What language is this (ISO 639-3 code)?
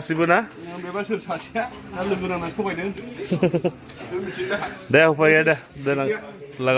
brx